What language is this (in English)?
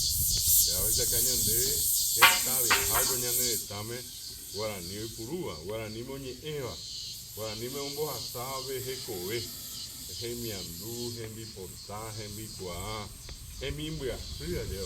Guarani